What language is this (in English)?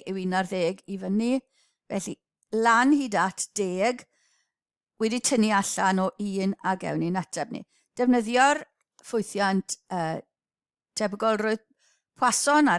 Welsh